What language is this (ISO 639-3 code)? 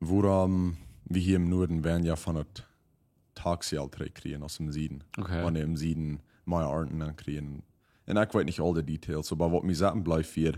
pdt